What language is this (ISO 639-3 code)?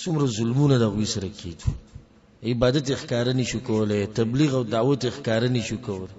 pus